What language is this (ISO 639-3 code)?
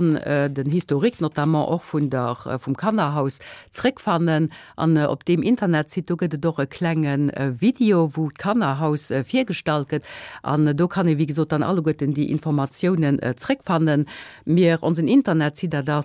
ltz